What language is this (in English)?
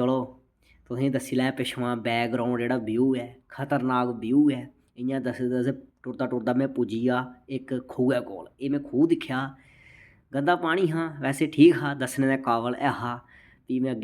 Dogri